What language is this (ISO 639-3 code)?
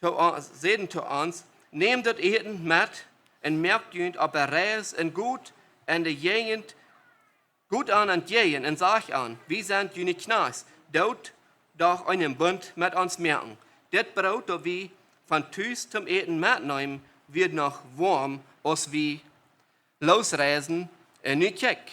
pdt